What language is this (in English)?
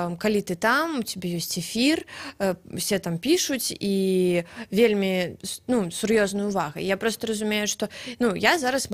Belarusian